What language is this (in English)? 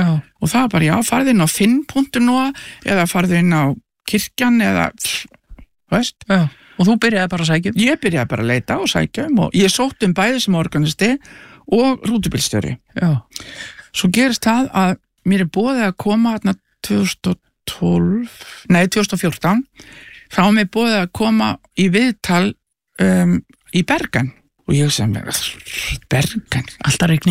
Icelandic